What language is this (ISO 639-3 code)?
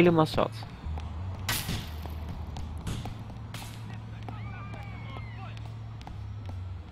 nld